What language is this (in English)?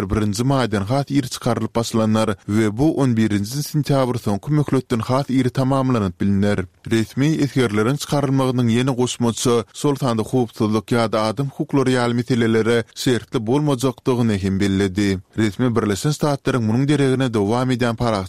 Turkmen